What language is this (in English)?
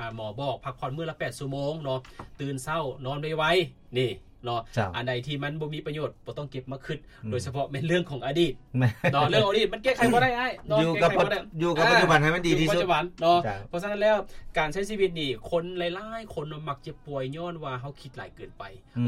Lao